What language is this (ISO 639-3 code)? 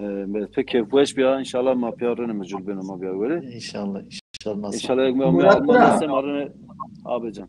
zza